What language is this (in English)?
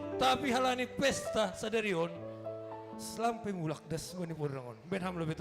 Batak Simalungun